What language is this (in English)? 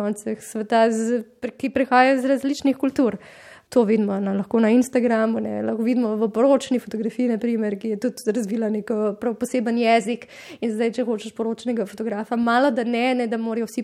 Slovenian